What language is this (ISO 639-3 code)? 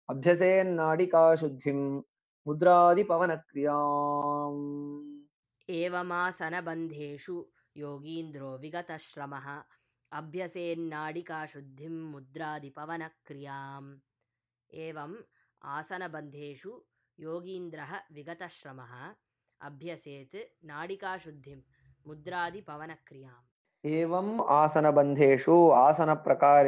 san